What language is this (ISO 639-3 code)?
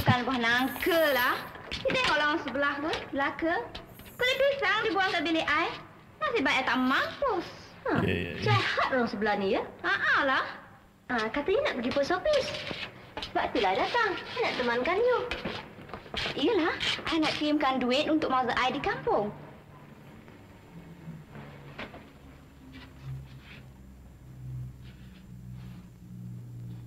msa